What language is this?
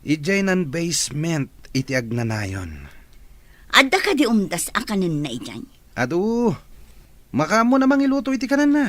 Iloko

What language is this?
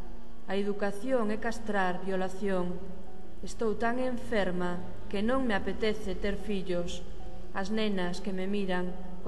Galician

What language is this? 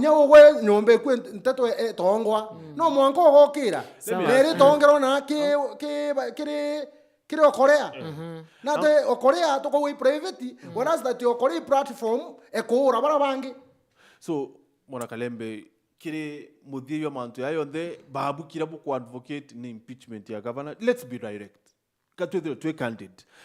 Meru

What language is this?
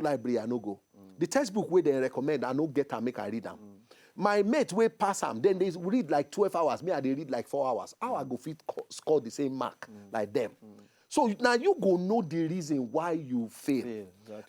Nigerian Pidgin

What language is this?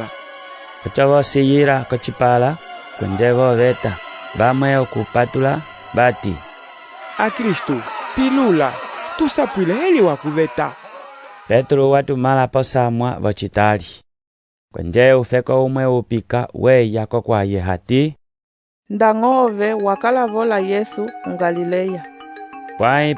Umbundu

